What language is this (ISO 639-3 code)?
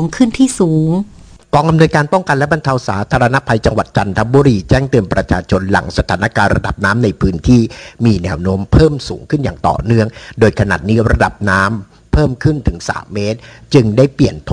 tha